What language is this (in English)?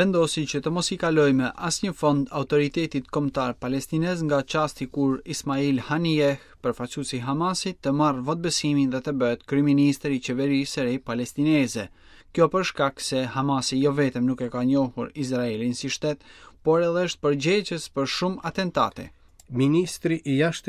Albanian